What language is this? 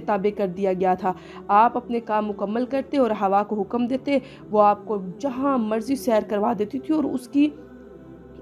Urdu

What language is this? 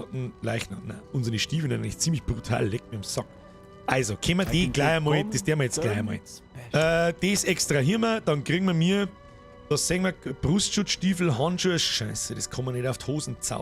Bavarian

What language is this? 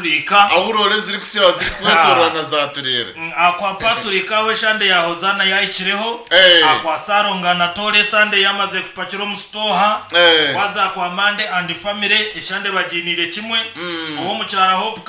Nyankole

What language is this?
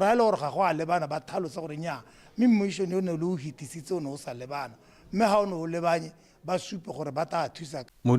Tswana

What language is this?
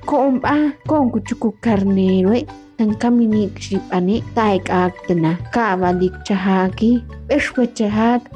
Ixil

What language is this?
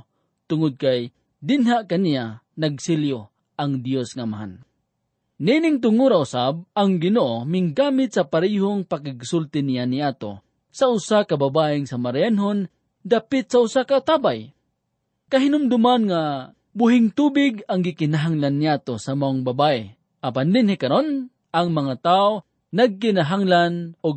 Cebuano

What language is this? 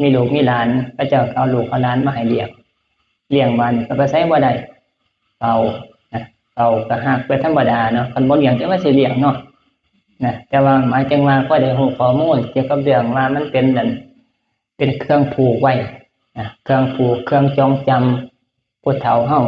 Northeastern Thai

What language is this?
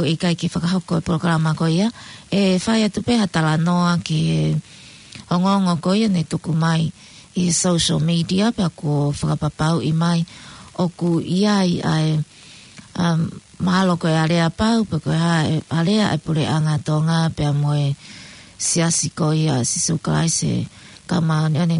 Tongan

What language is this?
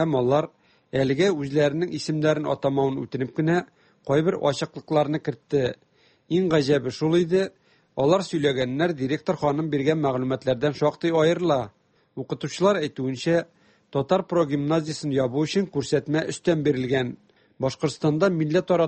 Tatar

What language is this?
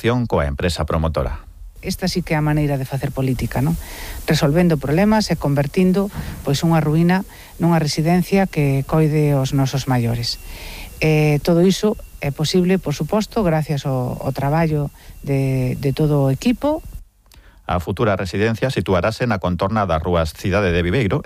Galician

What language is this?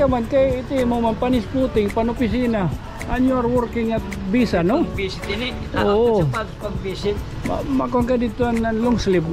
Waray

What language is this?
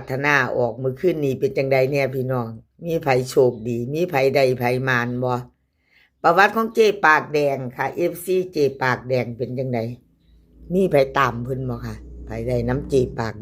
Northeastern Thai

